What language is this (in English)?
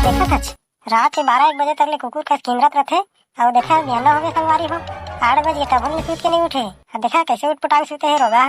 Chhattisgarhi